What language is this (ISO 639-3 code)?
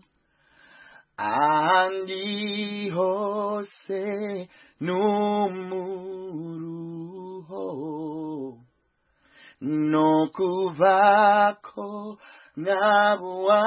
kin